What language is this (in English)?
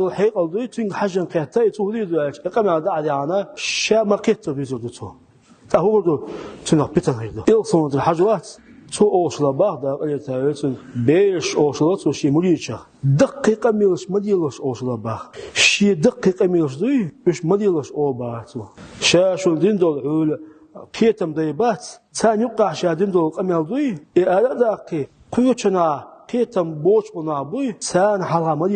Chechen